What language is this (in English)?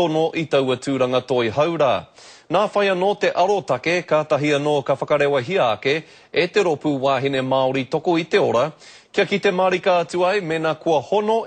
Māori